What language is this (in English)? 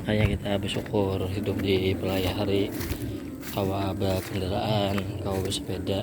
Banjar